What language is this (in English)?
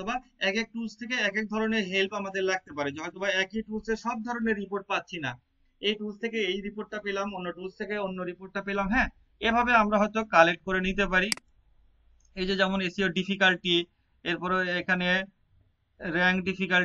Bangla